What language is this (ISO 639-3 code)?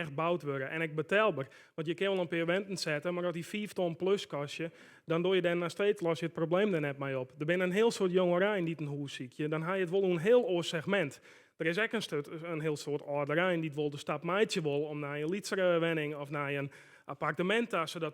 fry